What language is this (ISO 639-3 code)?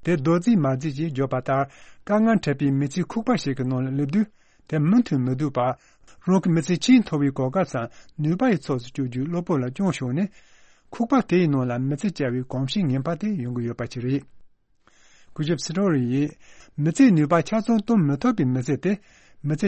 bod